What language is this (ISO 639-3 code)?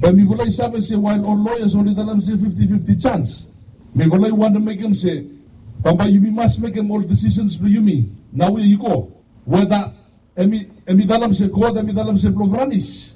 bis